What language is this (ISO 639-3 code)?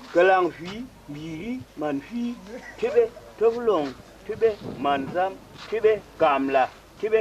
tui